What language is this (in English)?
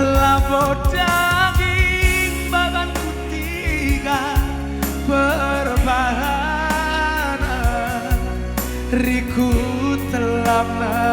Batak Karo